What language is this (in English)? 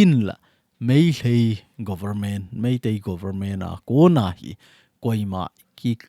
Thado Chin